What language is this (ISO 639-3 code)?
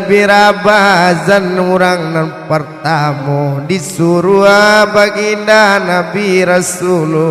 min